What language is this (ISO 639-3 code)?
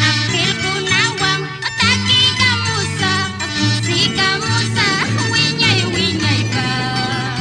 que